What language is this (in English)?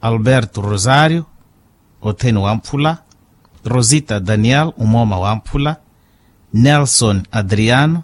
Makhuwa